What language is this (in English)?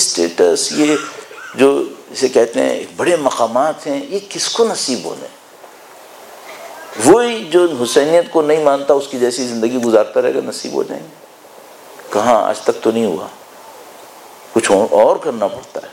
Urdu